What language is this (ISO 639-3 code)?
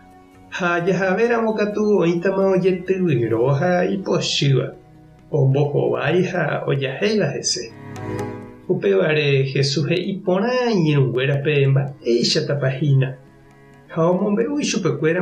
grn